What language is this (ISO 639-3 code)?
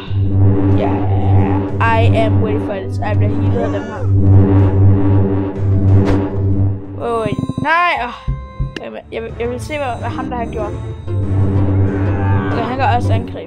dan